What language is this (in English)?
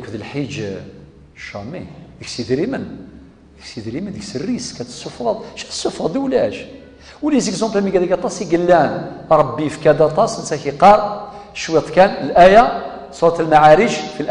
Kabyle